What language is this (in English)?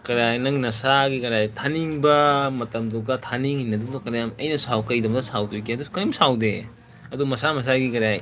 Manipuri